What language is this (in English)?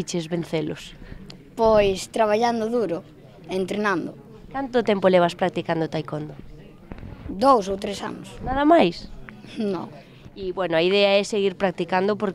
Galician